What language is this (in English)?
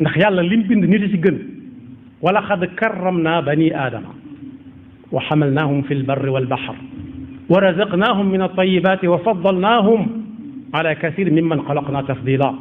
Wolof